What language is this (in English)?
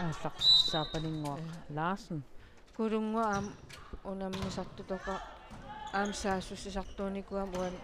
Kalaallisut